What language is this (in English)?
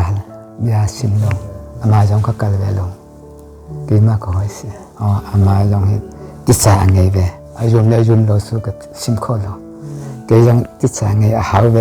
Hakha Chin